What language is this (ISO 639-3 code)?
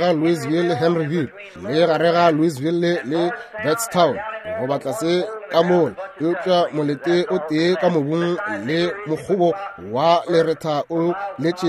nso